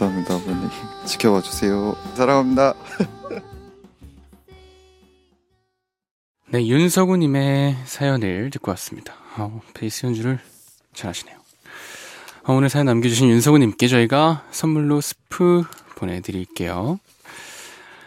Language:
Korean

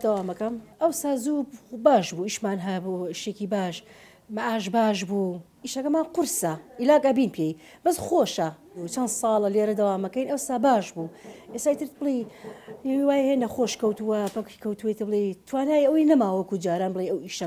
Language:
Central Kurdish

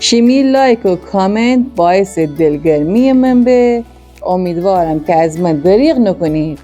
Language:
Gilaki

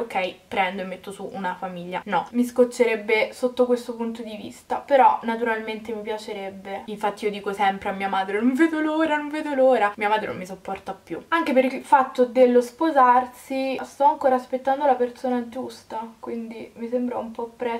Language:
Italian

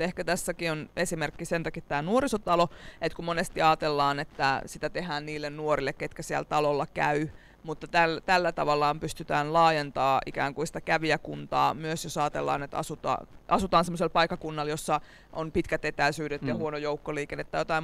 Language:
Finnish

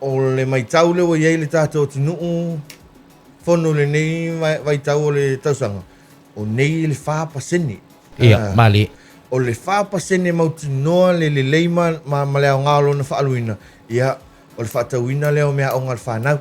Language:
Samoan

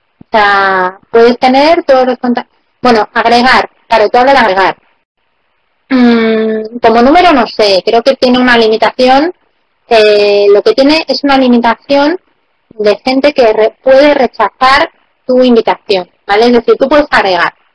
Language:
Spanish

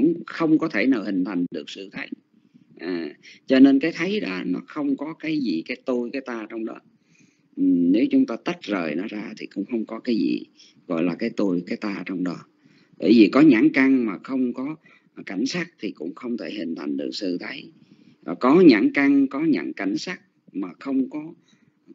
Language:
Vietnamese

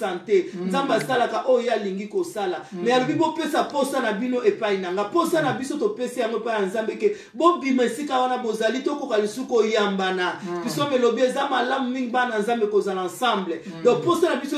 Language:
Lingala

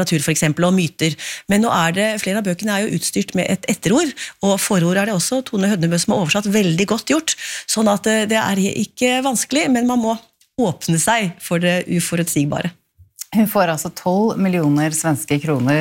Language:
Norwegian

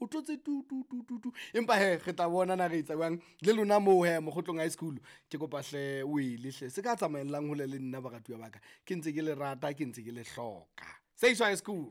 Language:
Southern Sotho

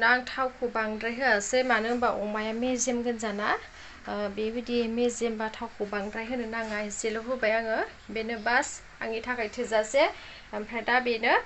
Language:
Bodo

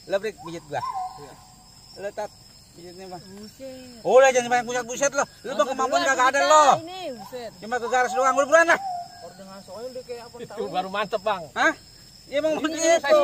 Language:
Betawi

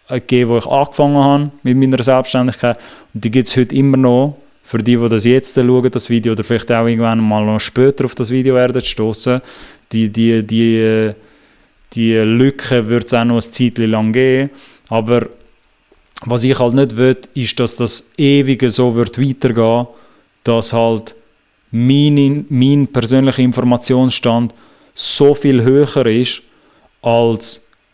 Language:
Swiss German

